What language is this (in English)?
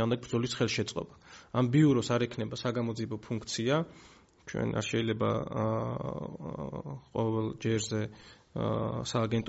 Georgian